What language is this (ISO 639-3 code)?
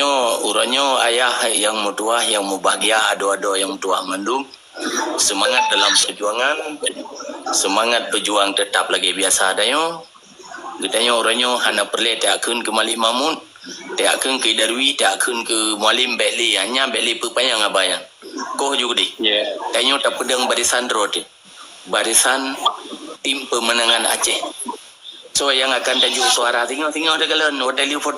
ace